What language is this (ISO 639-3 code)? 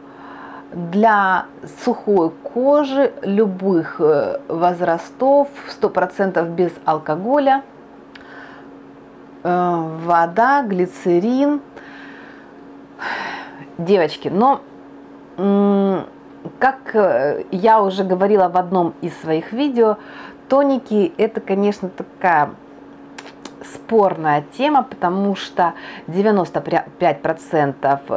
rus